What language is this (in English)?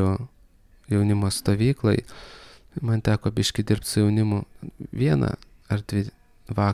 Lithuanian